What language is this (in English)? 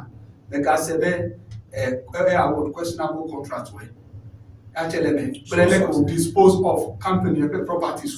Ewe